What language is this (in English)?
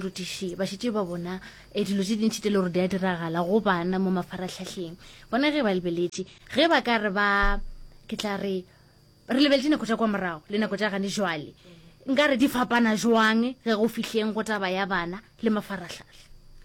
Northern Sotho